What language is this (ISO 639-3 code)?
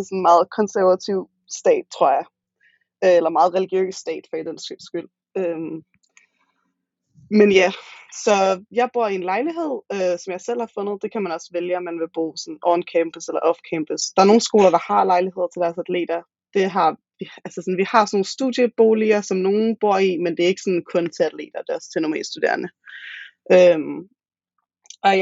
dan